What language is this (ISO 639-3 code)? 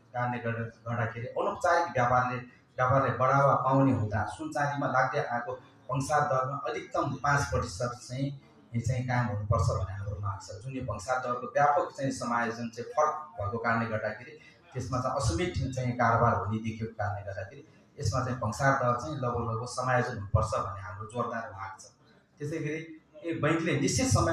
nep